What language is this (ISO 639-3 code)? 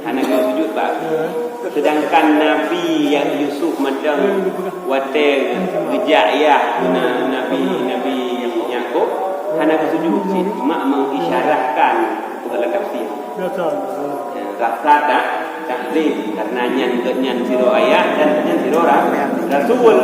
ace